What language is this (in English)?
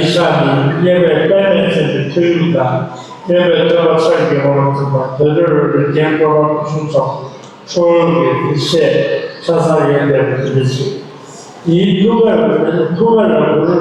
Tibetan